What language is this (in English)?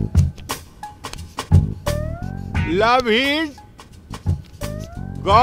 Bhojpuri